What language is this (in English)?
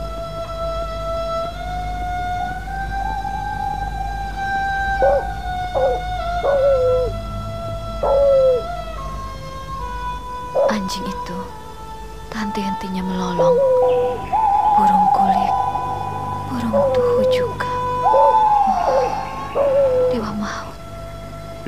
Indonesian